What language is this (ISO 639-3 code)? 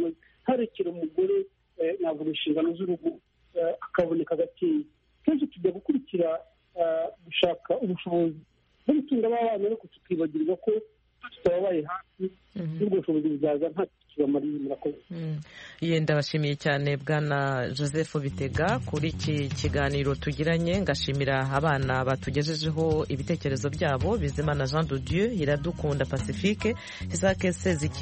kin